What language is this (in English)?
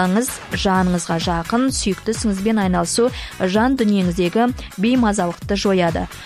Kazakh